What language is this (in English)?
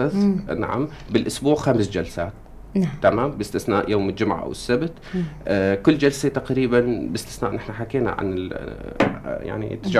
North Levantine Arabic